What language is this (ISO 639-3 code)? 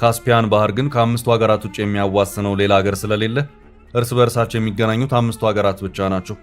amh